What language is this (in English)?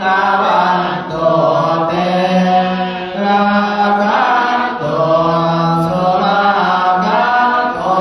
Pali